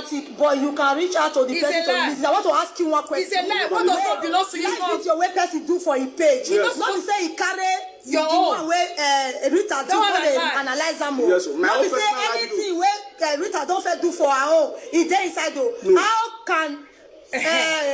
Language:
Nigerian Pidgin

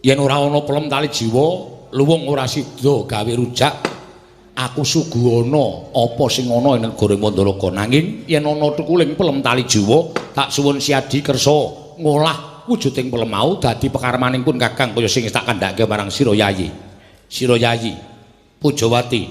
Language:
Javanese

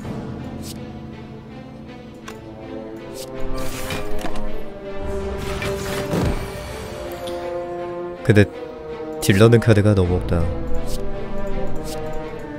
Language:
Korean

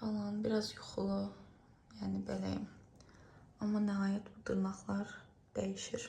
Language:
Azerbaijani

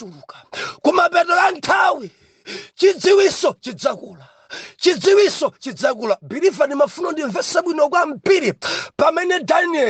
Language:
Nyanja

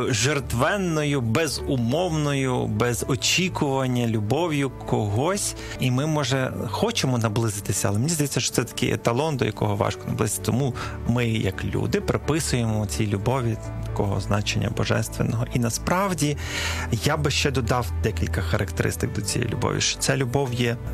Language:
Ukrainian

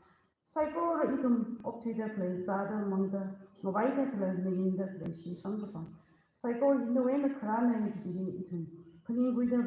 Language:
Tangkhul Naga (India)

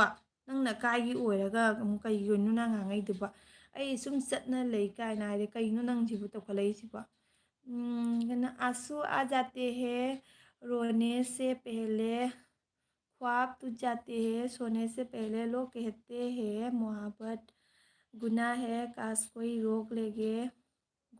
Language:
Manipuri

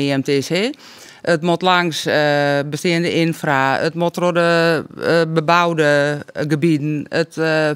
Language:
Western Frisian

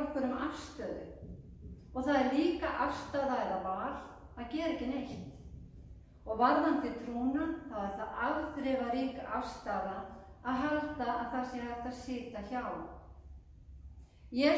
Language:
Icelandic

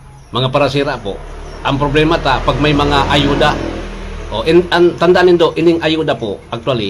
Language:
Bikol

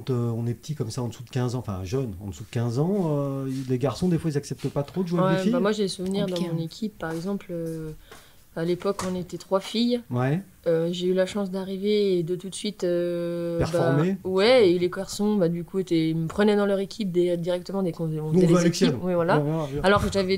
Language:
French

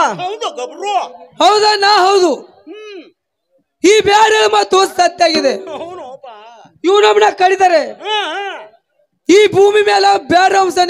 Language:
Kannada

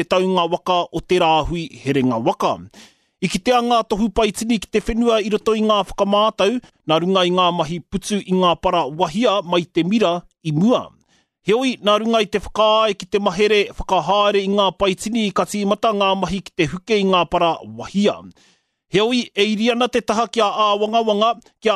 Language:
Māori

